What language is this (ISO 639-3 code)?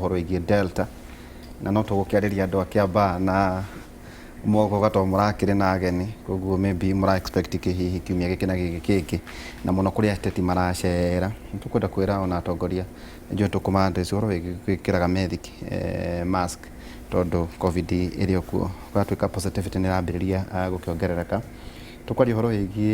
kik